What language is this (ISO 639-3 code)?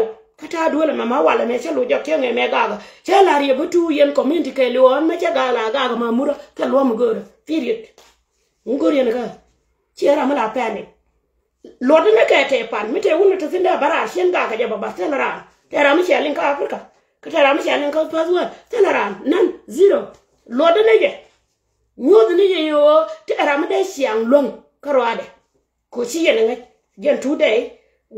nus